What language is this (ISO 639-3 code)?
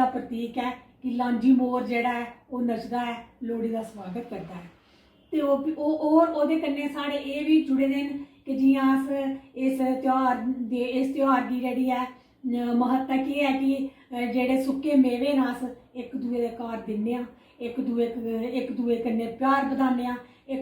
doi